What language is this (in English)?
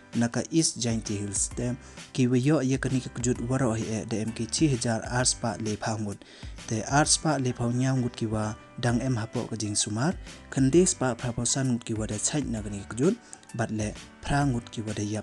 Pnar